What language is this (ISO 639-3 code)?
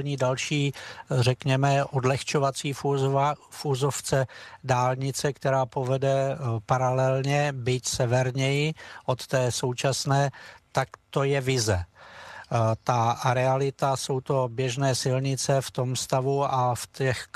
ces